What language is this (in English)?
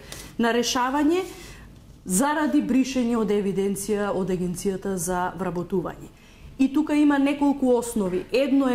Macedonian